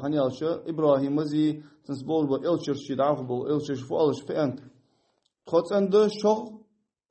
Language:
Ingush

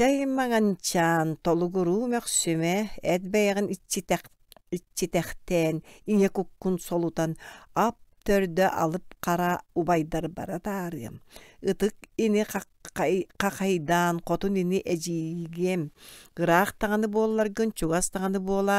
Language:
Yakut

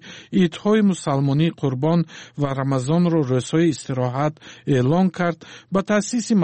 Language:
Tajik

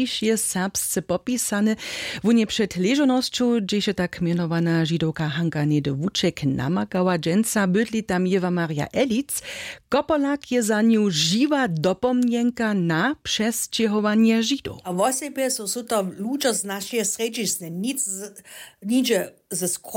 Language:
Upper Sorbian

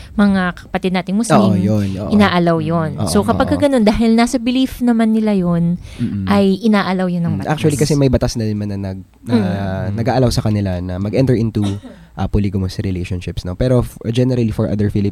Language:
Filipino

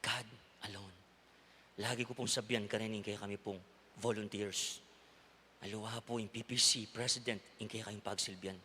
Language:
Pampanga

